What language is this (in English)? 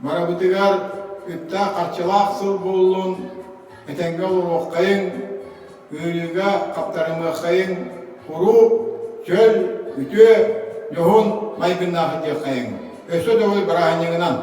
Yakut